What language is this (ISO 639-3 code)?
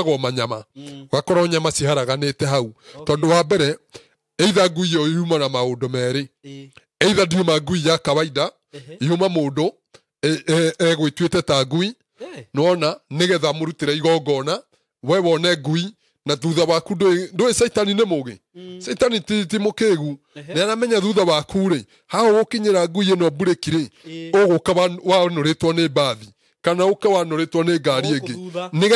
kik